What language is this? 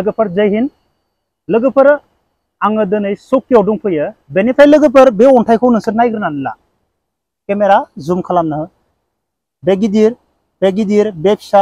Bodo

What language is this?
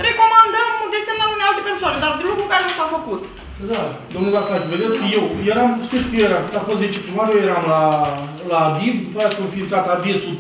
Romanian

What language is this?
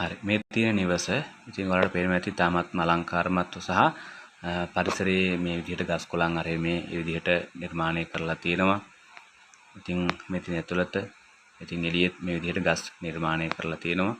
Sinhala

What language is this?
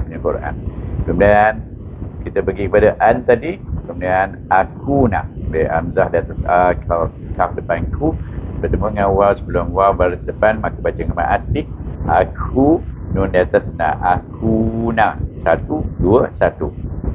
Malay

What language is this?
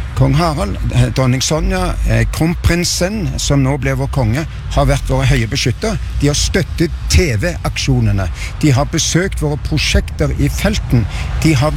Norwegian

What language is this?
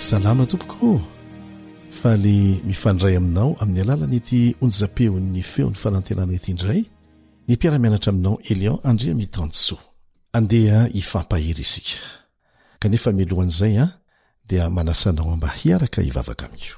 Malagasy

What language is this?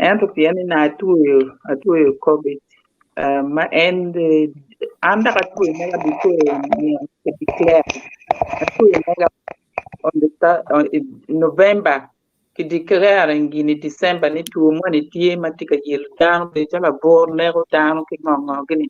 Acoli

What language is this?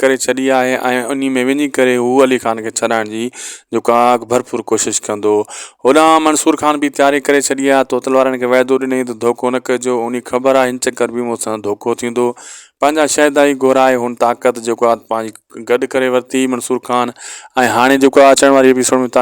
Sindhi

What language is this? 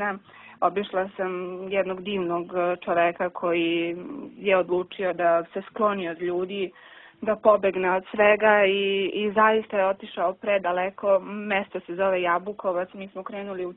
Serbian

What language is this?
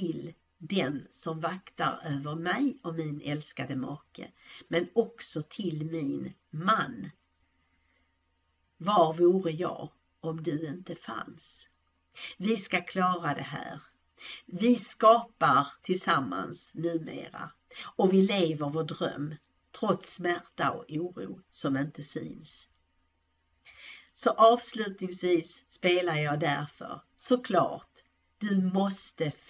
Swedish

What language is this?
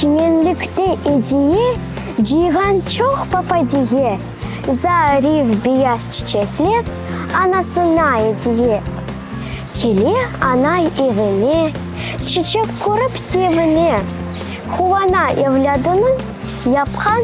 Crimean Tatar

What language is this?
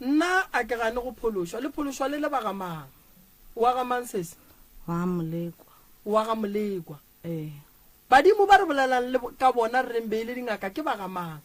Northern Sotho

